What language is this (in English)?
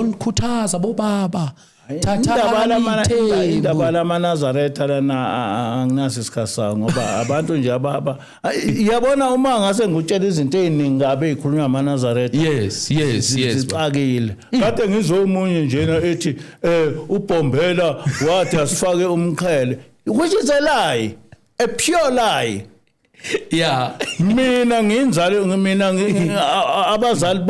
Zulu